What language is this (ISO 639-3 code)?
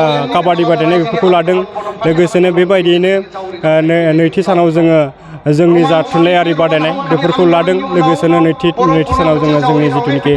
brx